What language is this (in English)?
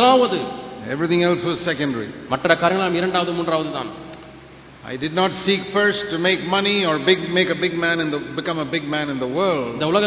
Tamil